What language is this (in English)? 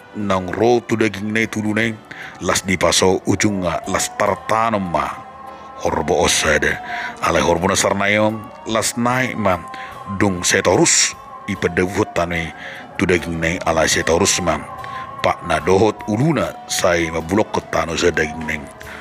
Batak Toba